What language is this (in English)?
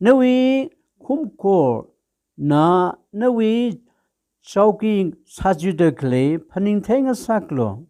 Tangkhul Naga (India)